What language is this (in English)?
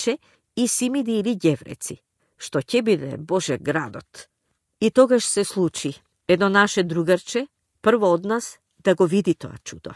Macedonian